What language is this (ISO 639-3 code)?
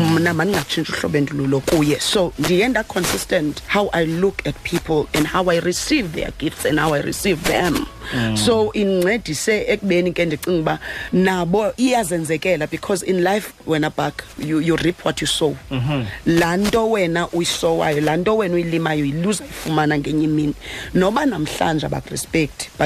xho